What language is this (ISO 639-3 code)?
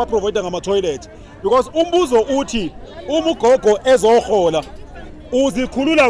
zul